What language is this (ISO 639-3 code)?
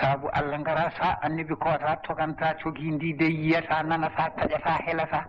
ful